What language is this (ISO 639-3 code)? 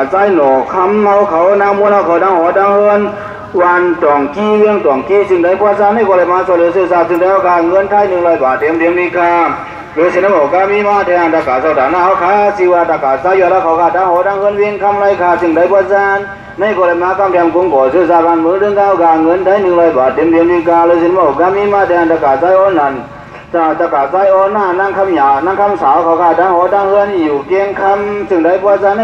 shn